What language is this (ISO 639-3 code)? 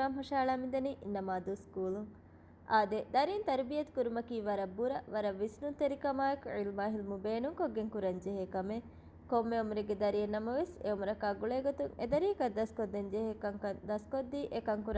div